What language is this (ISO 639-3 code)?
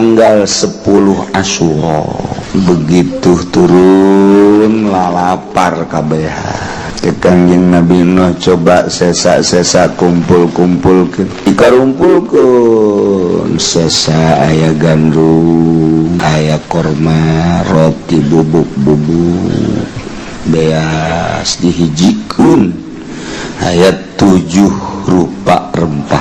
sun